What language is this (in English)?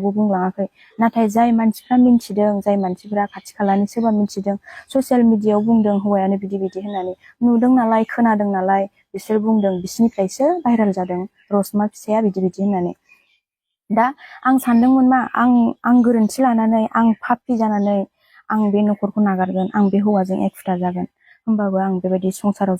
Bodo